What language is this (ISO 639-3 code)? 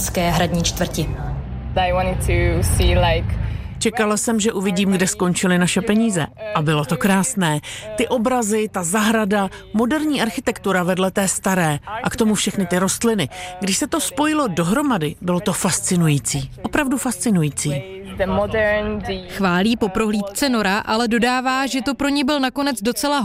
ces